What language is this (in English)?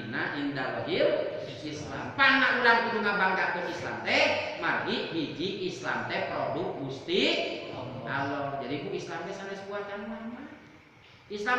Sundanese